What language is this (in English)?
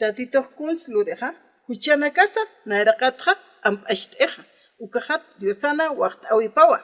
Aymara